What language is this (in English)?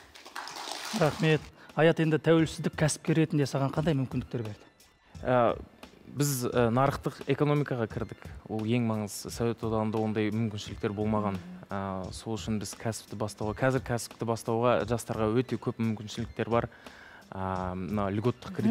Kazakh